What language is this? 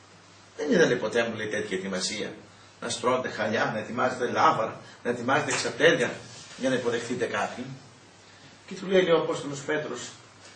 Greek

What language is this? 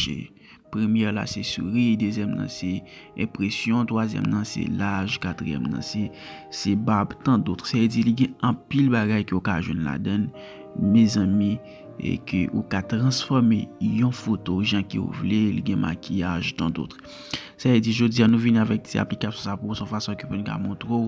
Haitian Creole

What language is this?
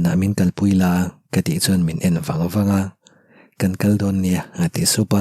Mizo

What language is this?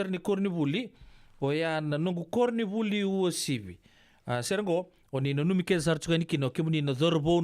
Fijian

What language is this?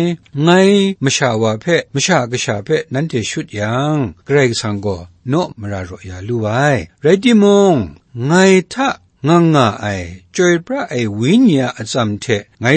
Kachin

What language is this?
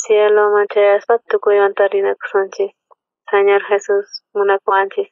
South Bolivian Quechua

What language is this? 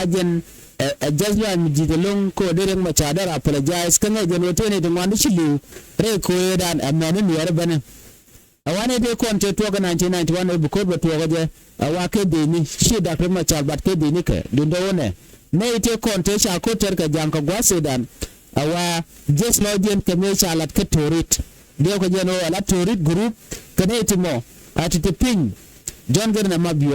Nuer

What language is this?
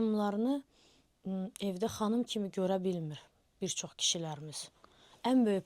Azerbaijani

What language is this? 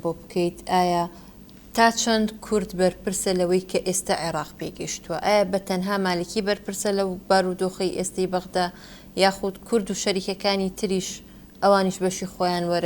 Central Kurdish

